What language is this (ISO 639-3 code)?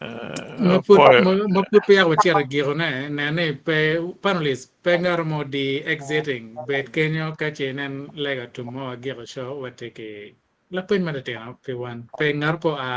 ach